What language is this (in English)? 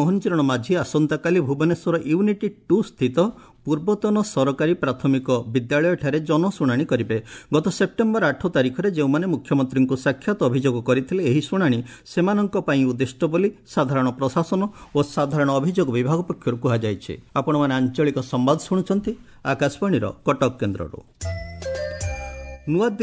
Odia